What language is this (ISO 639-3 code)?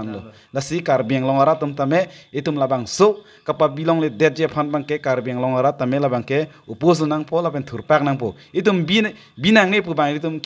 mjw